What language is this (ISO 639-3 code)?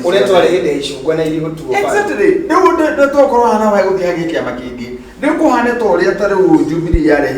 kik